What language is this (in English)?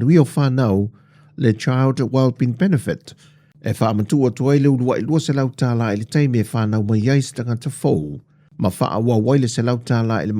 Samoan